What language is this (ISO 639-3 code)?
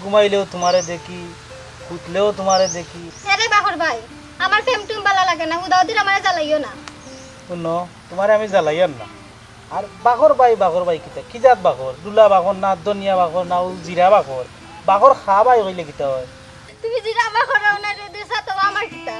syl